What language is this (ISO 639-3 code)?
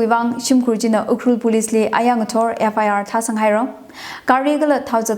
nmf